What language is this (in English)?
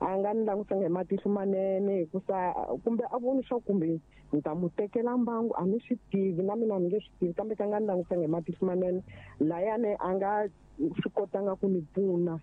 Tsonga